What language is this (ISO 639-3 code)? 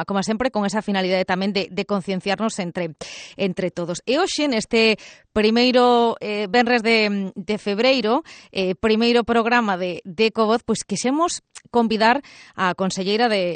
glg